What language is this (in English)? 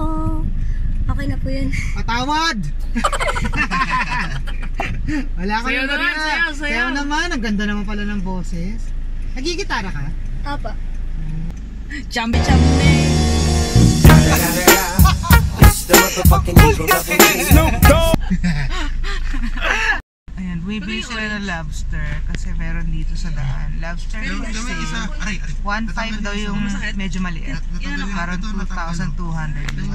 Filipino